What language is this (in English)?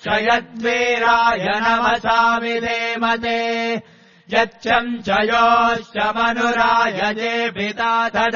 Sanskrit